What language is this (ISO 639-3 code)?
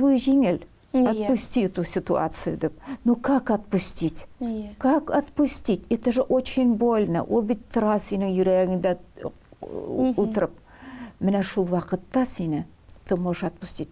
tat